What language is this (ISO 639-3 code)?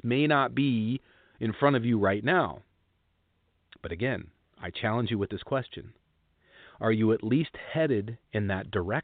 eng